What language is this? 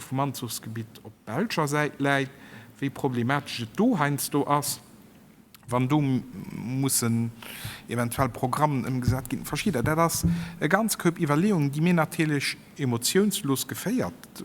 Luxembourgish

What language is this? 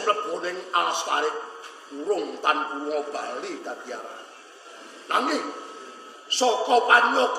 Javanese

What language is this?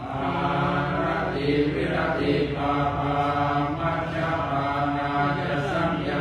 Pali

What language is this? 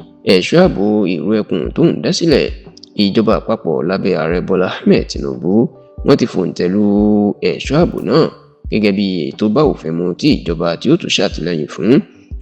Yoruba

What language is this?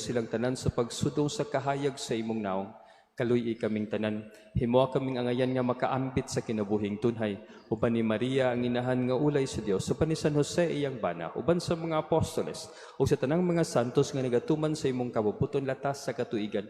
Cebuano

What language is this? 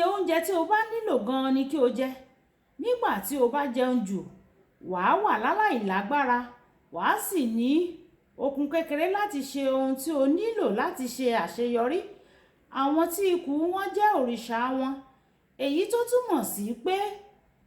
Yoruba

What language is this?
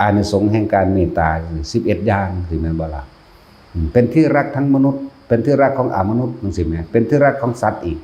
Northeastern Thai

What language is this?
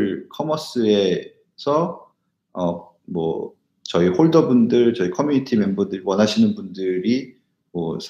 Korean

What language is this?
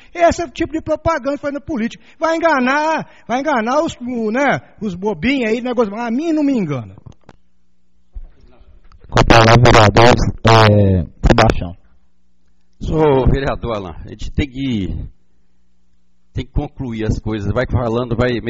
Portuguese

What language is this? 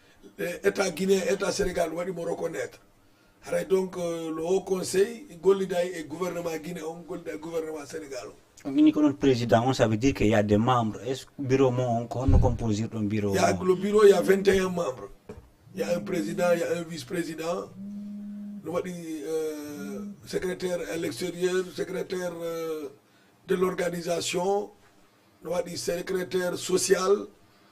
Fula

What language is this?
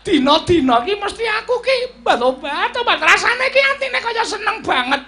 Javanese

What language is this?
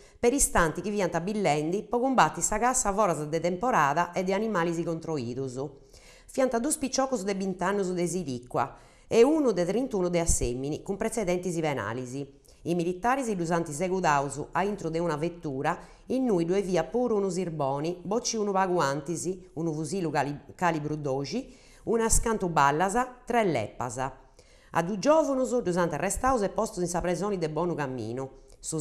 Sardinian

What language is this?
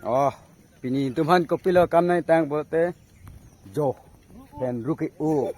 Karbi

